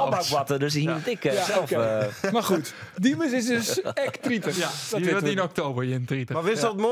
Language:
Western Frisian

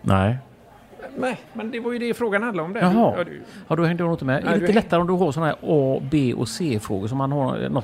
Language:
Swedish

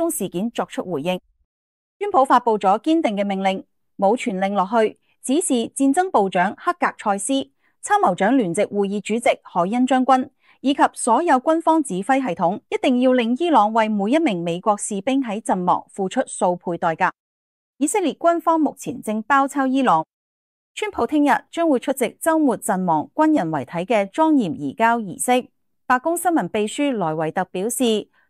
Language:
Cantonese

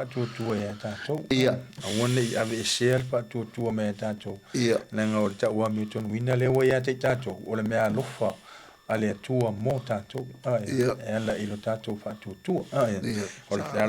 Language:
Samoan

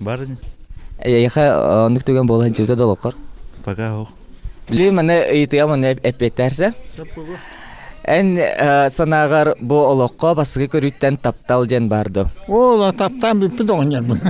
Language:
Yakut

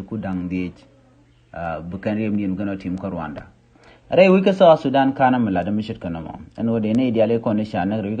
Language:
Nuer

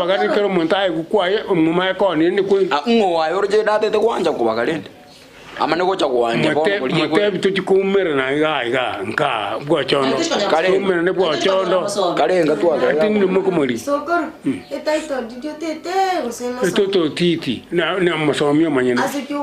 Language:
Gusii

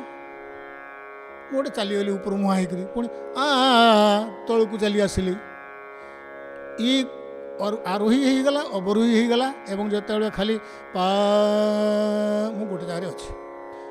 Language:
Odia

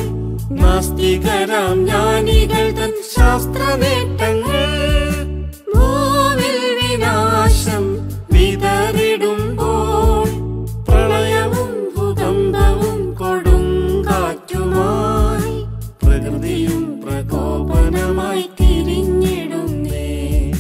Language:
Malayalam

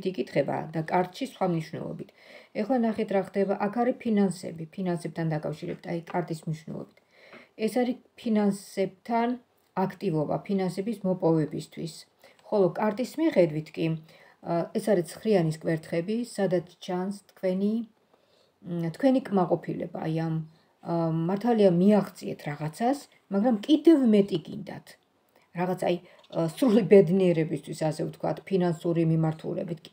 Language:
Georgian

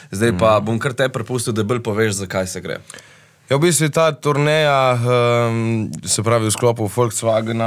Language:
Slovenian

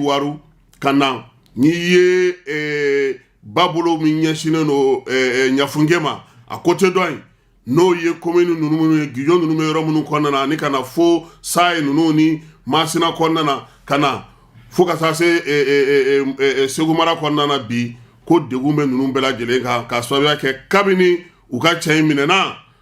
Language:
Bambara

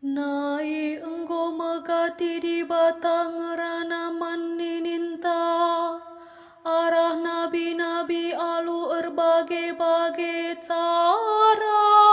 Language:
Batak Karo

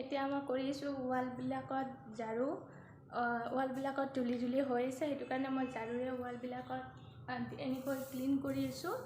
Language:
Assamese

